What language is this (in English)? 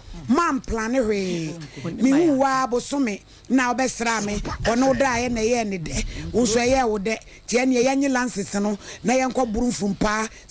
Akan